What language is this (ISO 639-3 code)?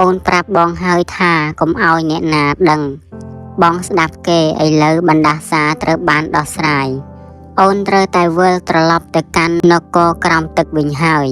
khm